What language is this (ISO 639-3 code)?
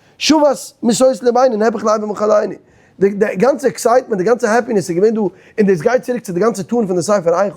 yid